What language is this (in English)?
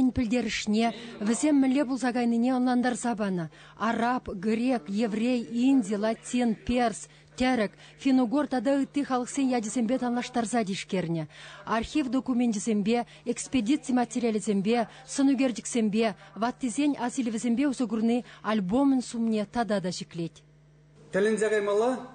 Chuvash